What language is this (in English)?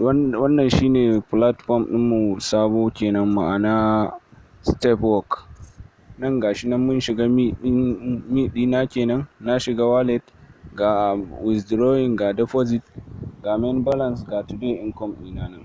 Hausa